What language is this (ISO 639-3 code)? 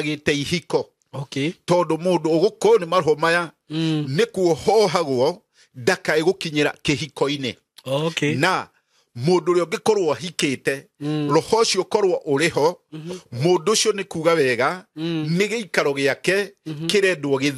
kik